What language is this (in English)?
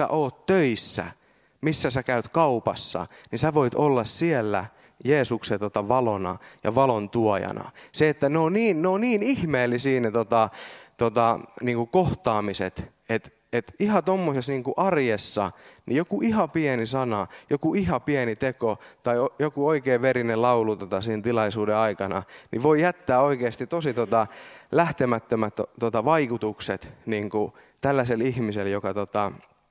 Finnish